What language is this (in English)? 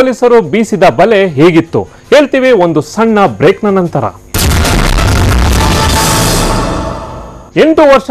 Kannada